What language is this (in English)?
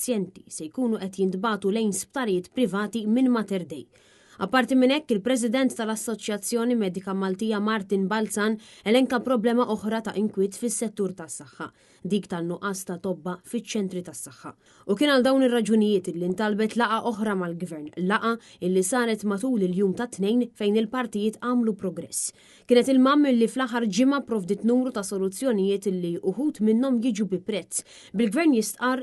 Maltese